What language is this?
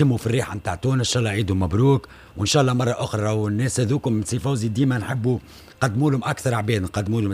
Tunisian Arabic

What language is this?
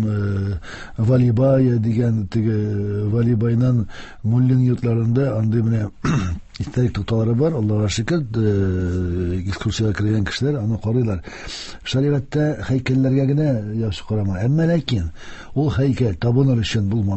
Tatar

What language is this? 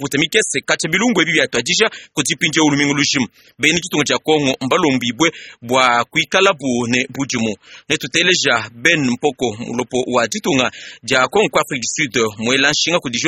Luba-Lulua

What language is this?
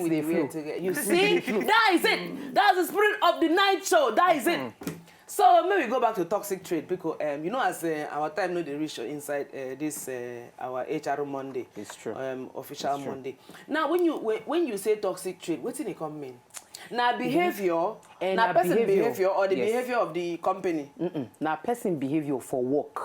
Nigerian Pidgin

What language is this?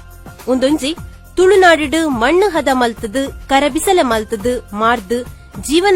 Tulu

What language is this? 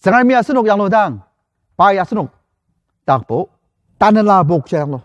Ao Naga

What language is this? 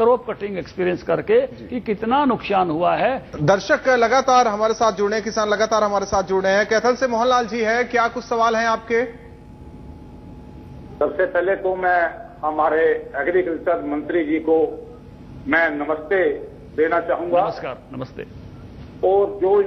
Hindi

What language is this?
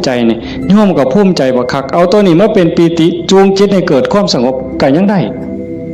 Northeastern Thai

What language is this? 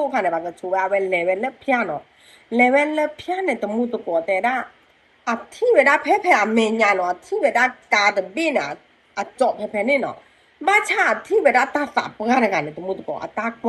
S'gaw Karen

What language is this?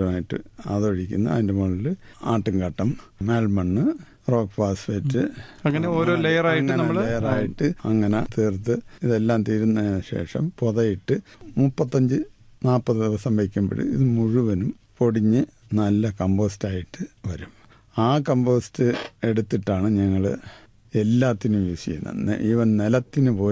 Malayalam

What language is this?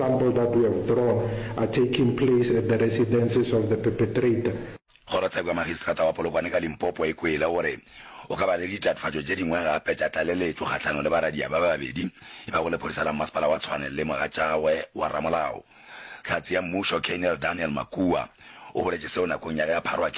Northern Sotho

